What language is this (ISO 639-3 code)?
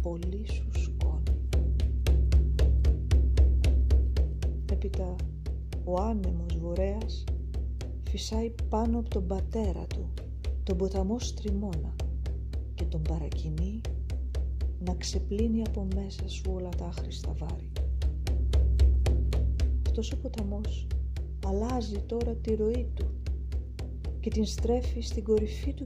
ell